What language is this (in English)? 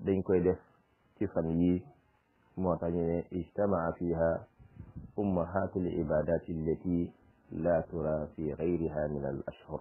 Wolof